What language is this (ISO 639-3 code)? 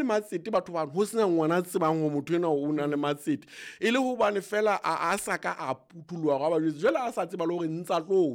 sot